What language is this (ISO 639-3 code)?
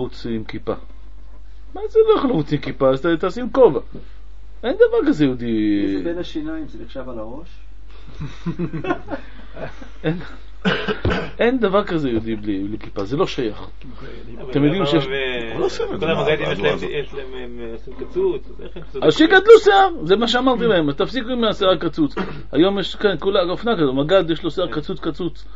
heb